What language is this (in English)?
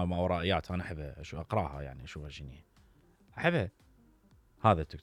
Mesopotamian Arabic